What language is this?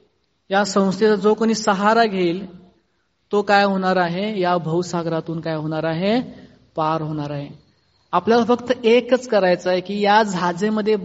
Marathi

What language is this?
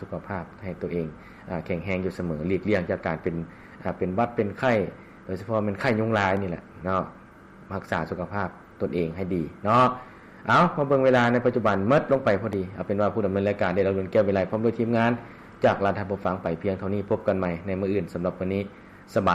Lao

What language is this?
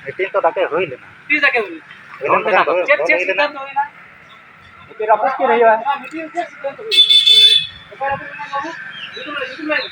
Santali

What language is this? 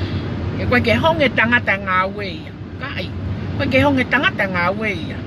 Tongan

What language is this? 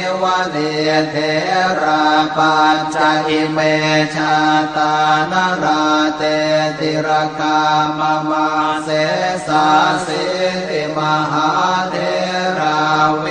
Pali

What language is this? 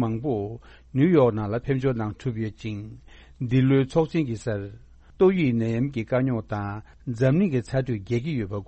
Tibetan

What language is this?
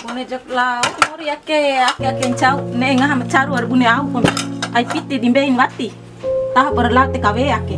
Bima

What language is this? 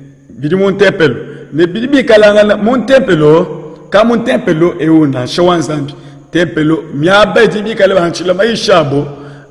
Luba-Lulua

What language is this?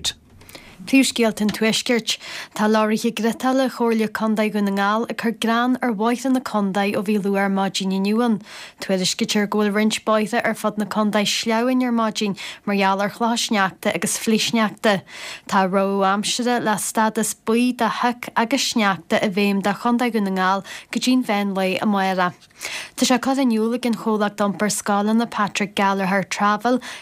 Irish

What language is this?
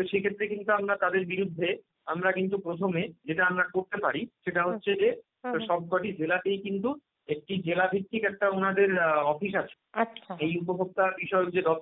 Bangla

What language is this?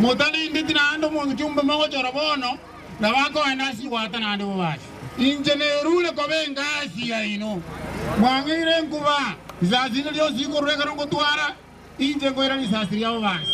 Gusii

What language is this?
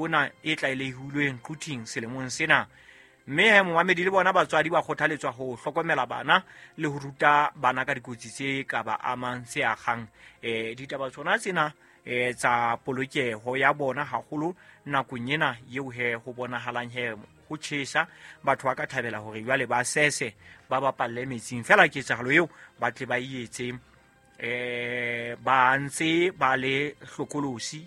Southern Sotho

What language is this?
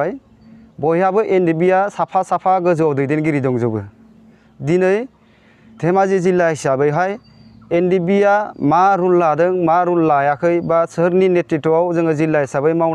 Bodo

